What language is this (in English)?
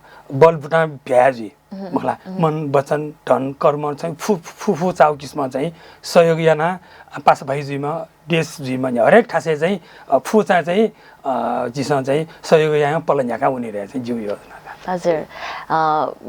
Newari